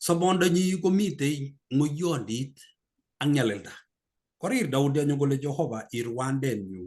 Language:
Kalenjin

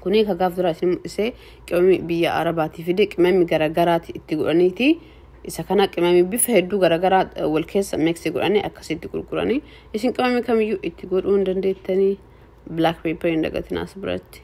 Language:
Oromo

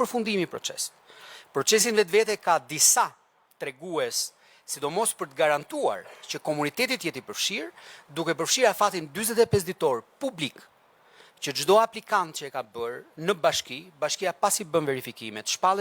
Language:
Albanian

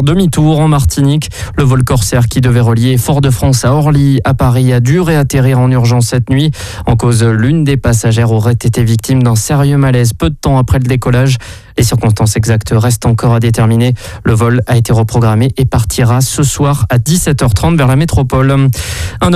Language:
French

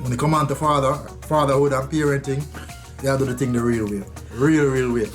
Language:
Jamaican Creole English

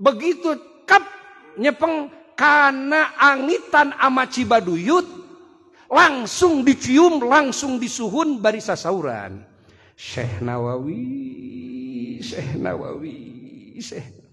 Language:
Sundanese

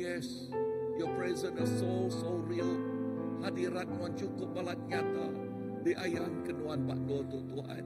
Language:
Iban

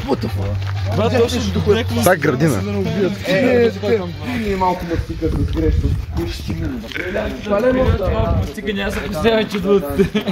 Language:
Bulgarian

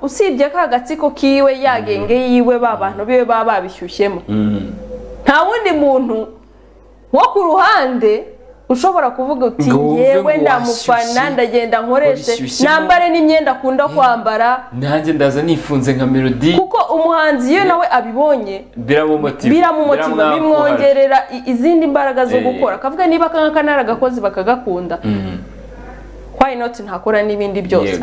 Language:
Kinyarwanda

